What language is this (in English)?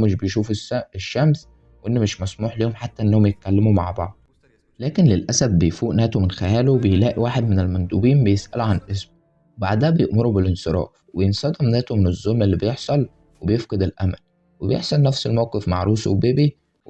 Egyptian Arabic